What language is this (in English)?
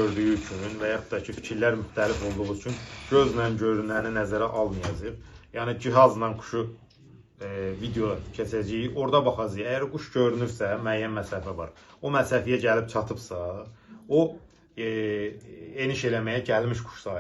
Azerbaijani